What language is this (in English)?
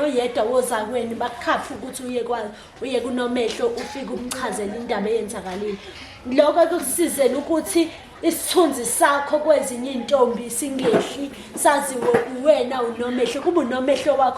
Zulu